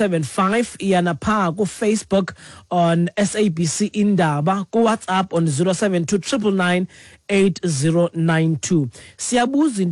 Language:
Xhosa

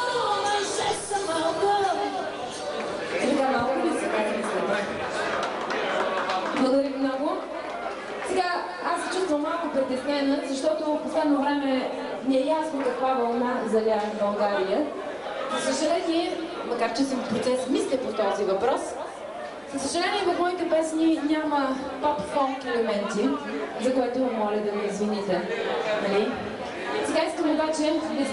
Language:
Bulgarian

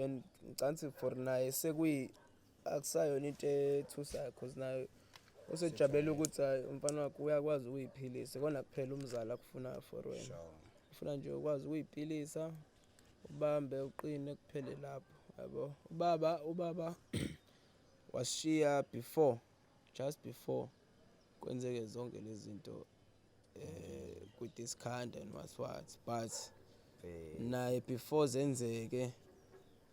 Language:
Zulu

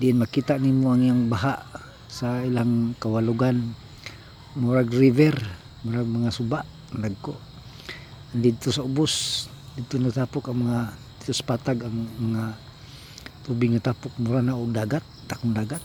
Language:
Cebuano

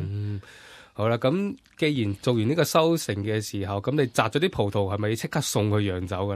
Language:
Cantonese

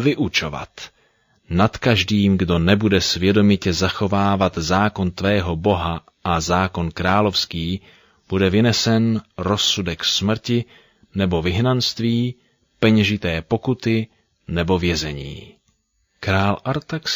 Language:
Czech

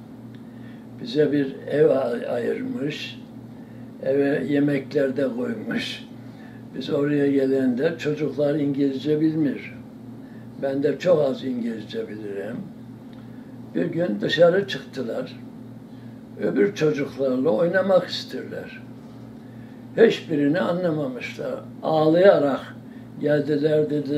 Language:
Turkish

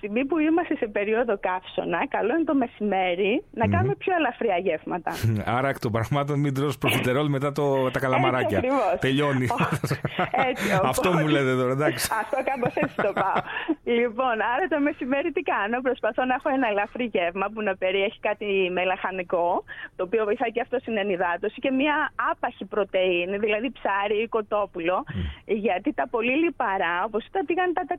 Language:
Greek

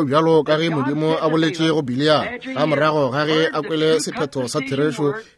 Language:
Northern Sotho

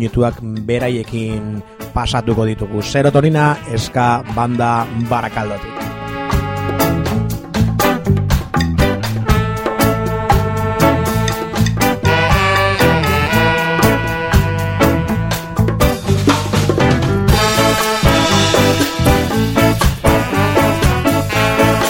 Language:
Basque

